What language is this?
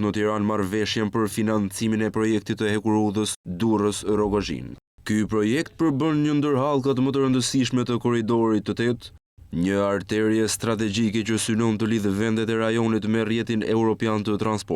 Albanian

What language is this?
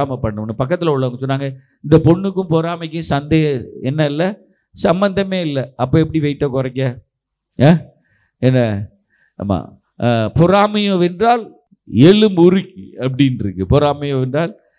Tamil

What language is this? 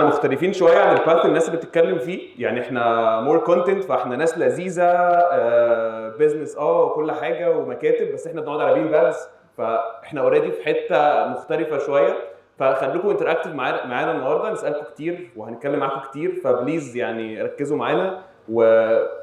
Egyptian Arabic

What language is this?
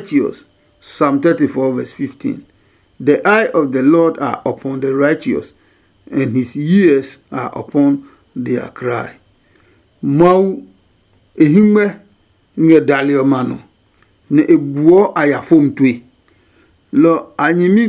Adangme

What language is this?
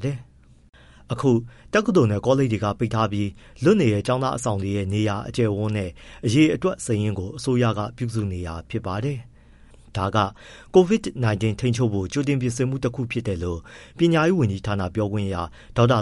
Burmese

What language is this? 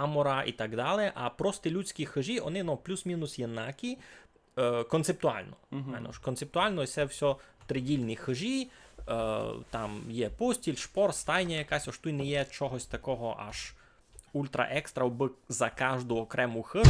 Rusyn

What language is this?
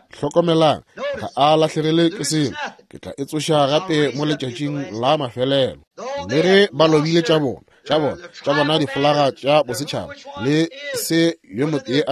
Northern Sotho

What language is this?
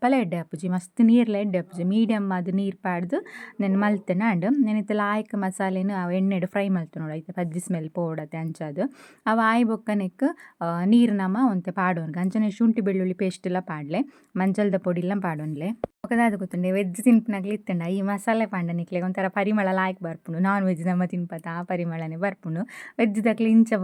Tulu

